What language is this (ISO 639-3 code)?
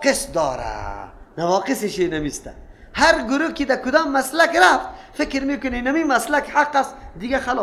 fas